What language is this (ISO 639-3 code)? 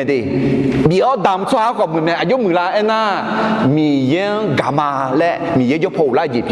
ahk